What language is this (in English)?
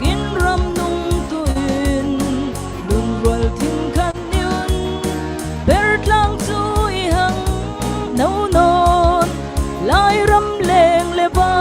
Falam Chin